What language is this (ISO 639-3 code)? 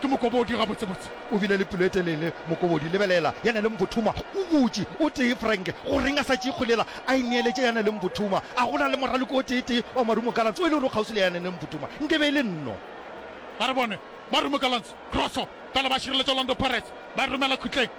nso